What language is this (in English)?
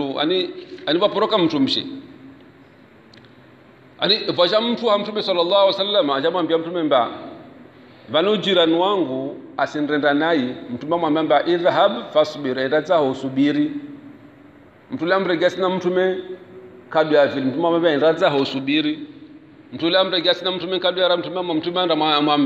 Swahili